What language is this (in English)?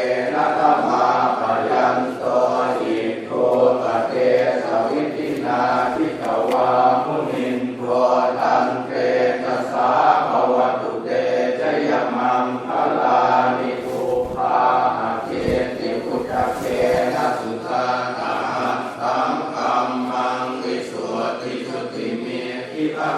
Pali